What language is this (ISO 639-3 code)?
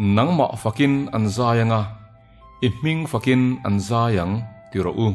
lus